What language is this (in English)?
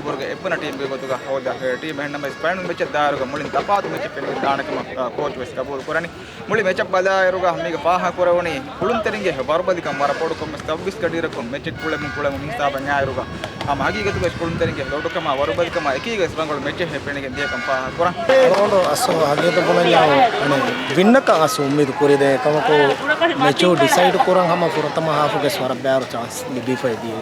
Divehi